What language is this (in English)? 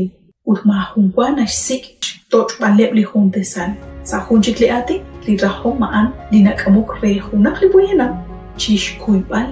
Kekchí